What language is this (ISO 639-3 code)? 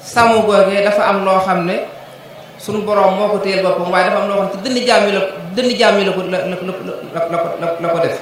wol